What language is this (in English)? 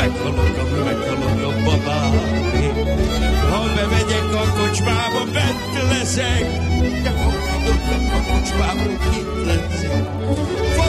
Hungarian